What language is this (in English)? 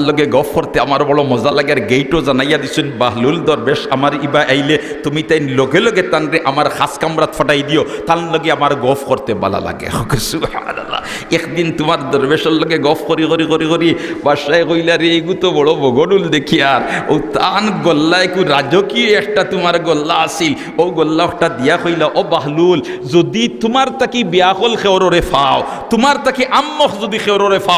Sylheti